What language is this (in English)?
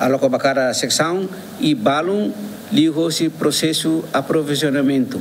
Tetum